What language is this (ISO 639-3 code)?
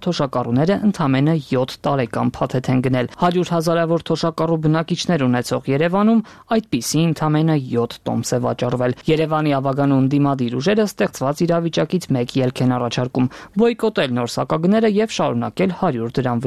hye